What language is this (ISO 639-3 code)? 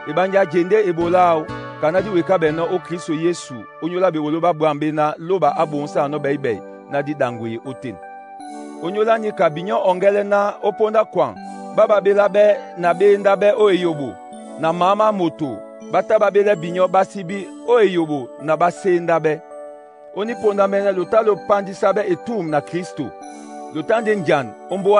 dua